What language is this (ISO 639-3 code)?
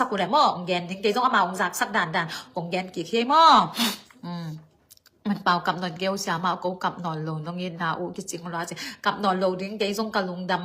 ctd